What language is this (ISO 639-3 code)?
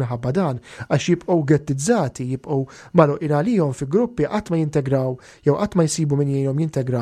mlt